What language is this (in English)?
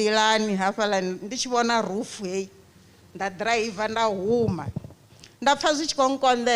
Venda